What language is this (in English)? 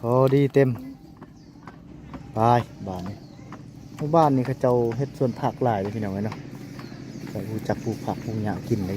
Lao